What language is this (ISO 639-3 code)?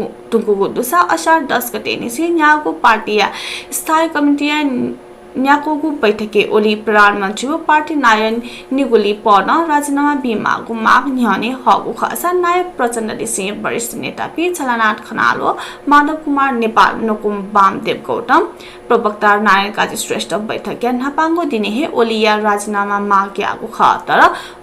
new